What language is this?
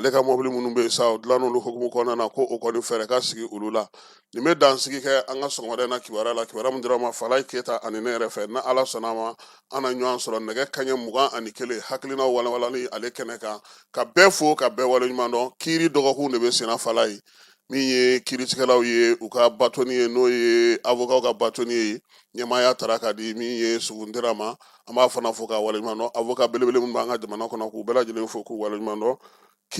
Bambara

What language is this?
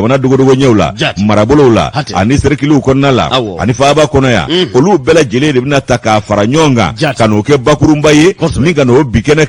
Bambara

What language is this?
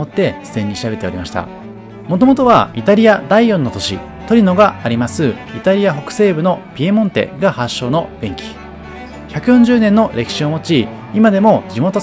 Japanese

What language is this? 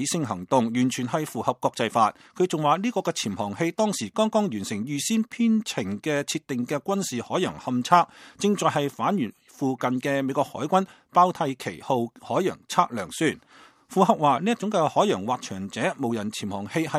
Cantonese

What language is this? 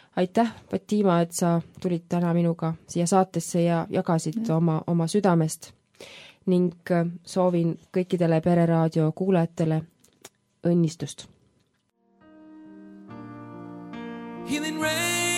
Estonian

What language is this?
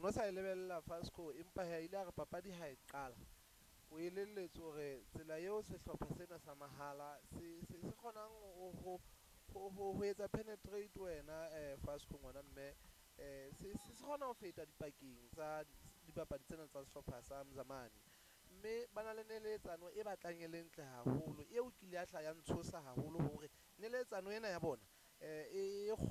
Southern Sotho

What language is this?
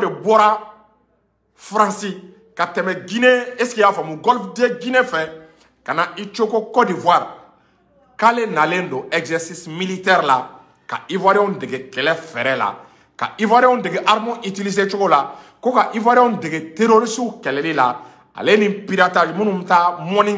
Bambara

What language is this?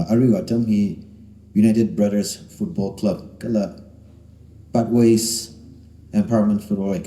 Tangkhul Naga (India)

